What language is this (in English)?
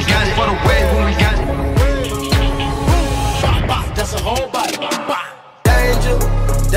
English